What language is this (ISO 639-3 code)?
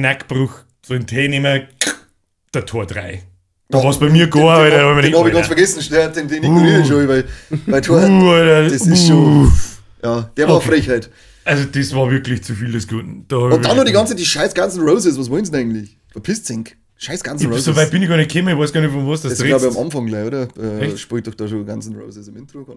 bar